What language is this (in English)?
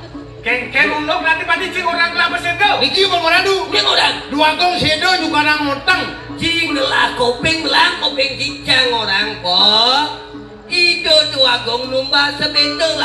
Balinese